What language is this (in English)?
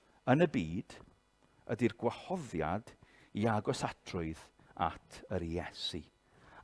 Welsh